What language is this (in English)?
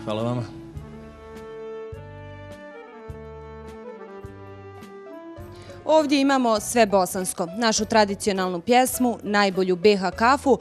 Bosnian